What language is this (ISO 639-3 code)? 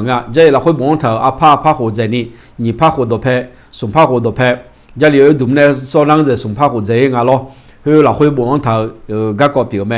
ahk